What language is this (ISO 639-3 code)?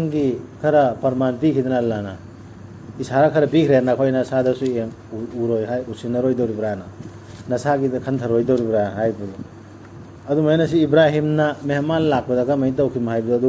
mni